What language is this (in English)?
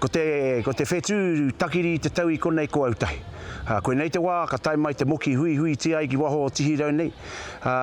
Māori